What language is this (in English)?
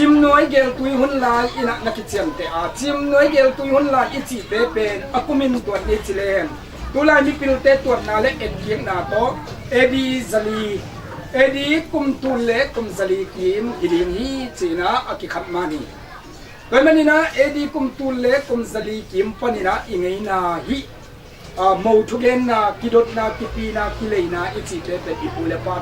Tedim Chin